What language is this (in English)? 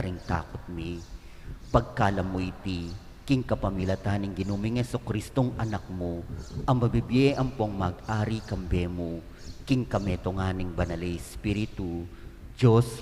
Pampanga